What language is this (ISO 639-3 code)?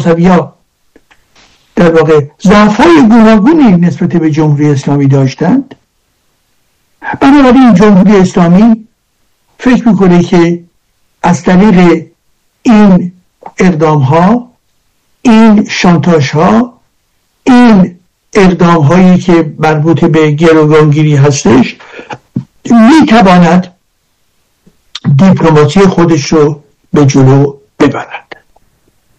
fas